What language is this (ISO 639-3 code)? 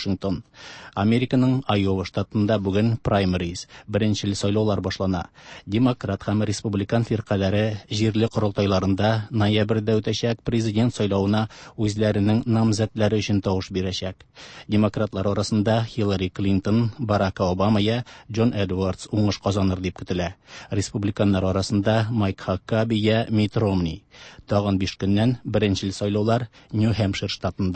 tat